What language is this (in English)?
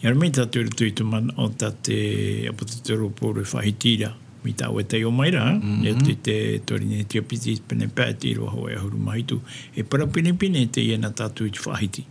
Tahitian